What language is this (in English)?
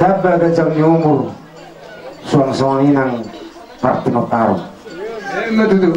Batak Toba